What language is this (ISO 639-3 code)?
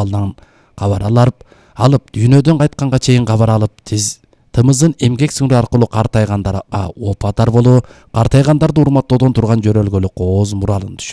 kir